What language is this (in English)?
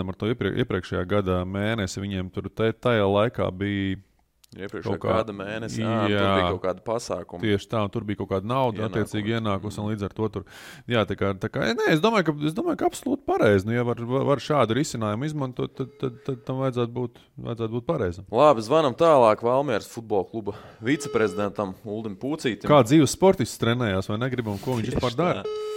Latvian